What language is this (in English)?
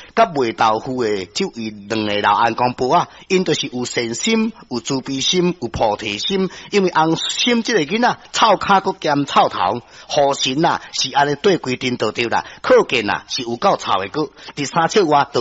Min Nan Chinese